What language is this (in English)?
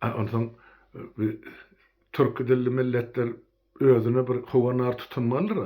Turkmen